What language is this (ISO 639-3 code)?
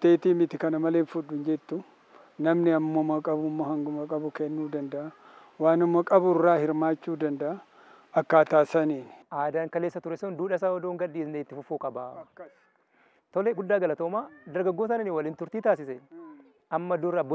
orm